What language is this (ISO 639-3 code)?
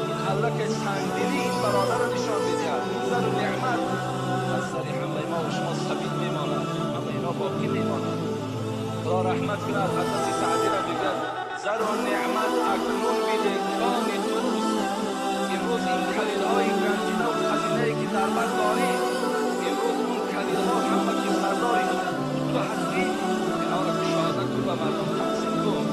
tgk